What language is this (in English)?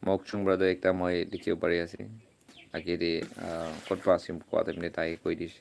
Naga Pidgin